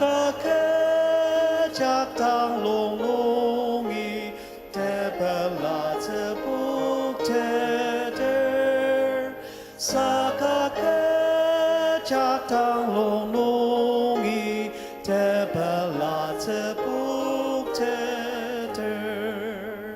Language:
Ao Naga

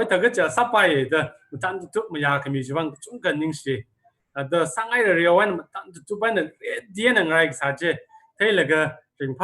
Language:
Tangkhul Naga (India)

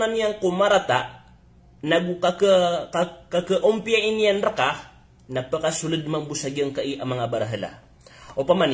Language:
Maranao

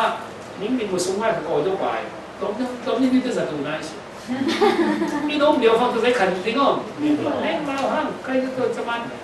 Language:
Falam Chin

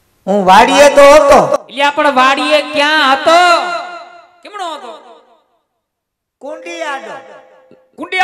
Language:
Gujarati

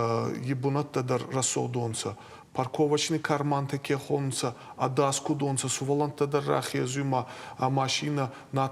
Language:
Ossetic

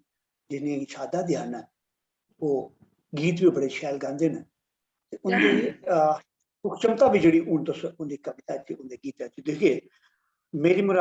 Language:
Dogri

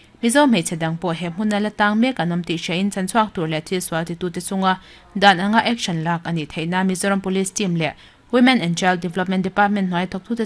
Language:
Mizo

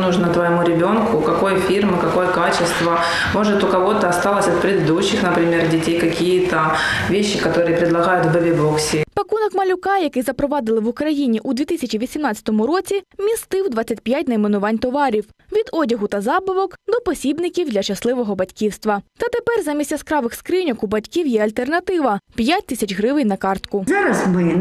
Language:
Ukrainian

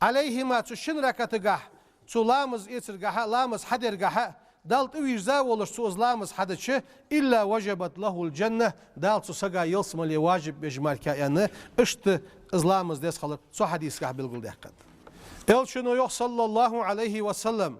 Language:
Ingush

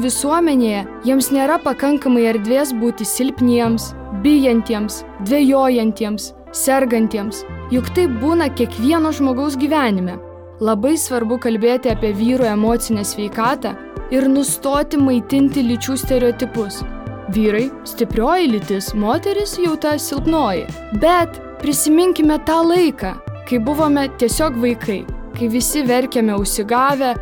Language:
Lithuanian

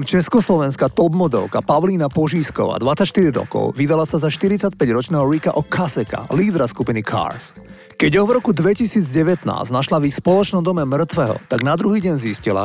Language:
Slovak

